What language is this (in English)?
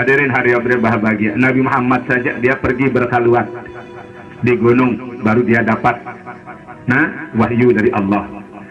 Sasak